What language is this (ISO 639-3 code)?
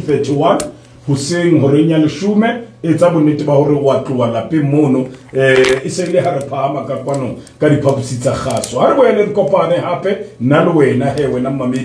sot